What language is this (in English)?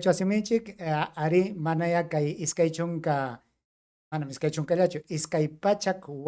Ayacucho Quechua